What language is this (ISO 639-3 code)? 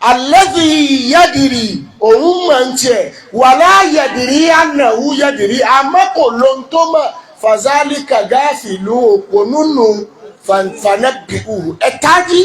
yor